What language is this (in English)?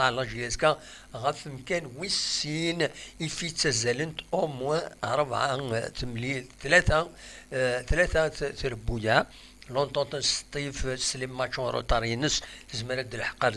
Kabyle